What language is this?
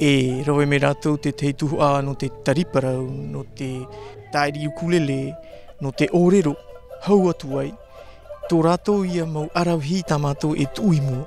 Tahitian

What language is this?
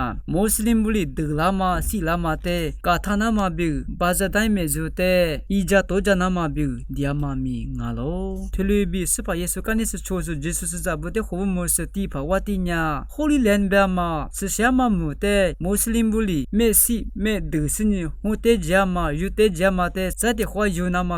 Lisu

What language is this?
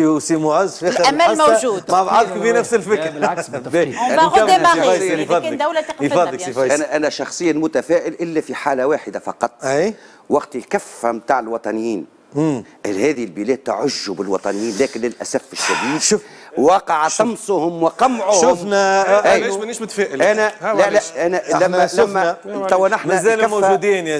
Tunisian Arabic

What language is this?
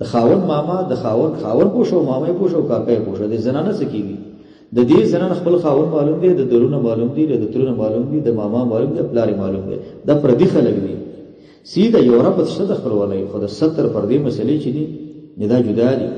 Pashto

